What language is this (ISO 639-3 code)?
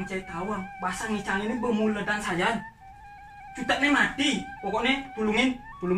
ban